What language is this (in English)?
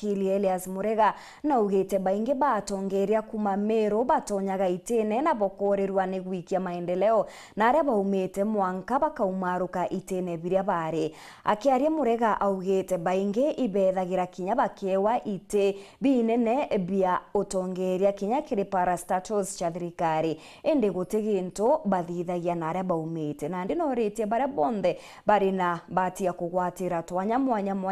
Meru